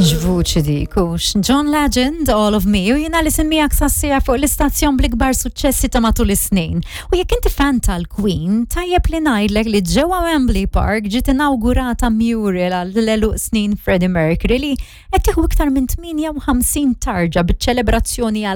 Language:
Maltese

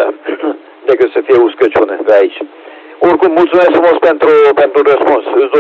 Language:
Romanian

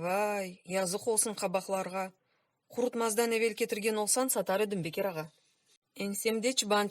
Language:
Crimean Tatar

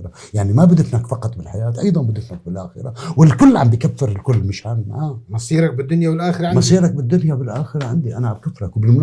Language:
North Levantine Arabic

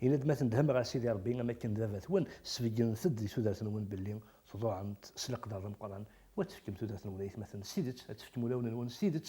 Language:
Kabyle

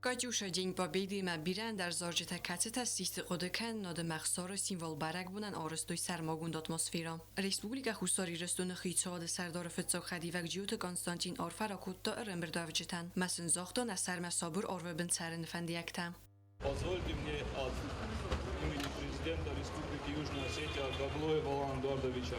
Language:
Ossetic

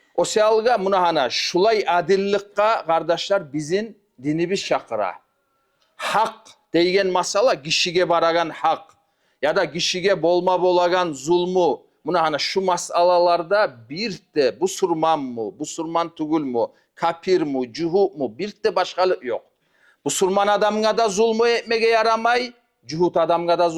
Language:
Kumyk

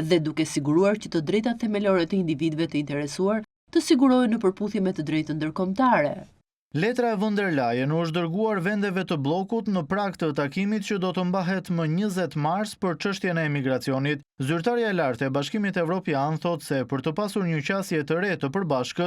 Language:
Albanian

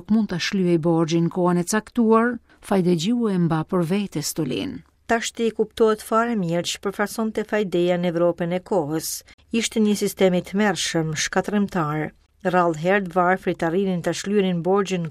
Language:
Albanian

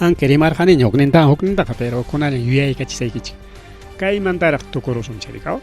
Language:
Ayacucho Quechua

